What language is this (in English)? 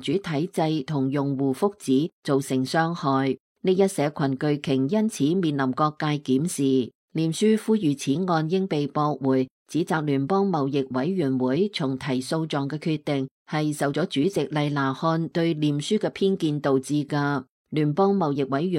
Cantonese